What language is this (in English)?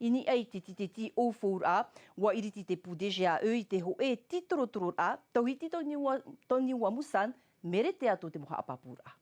Tahitian